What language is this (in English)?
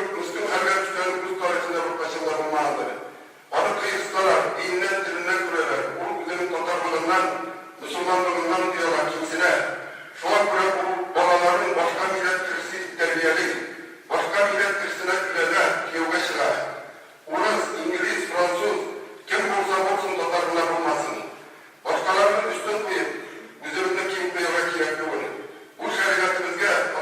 Tatar